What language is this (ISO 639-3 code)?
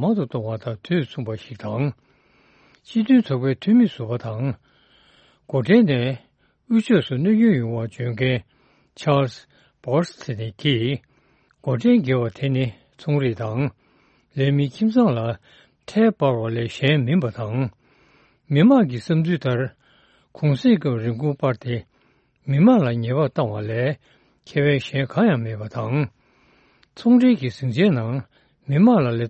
bod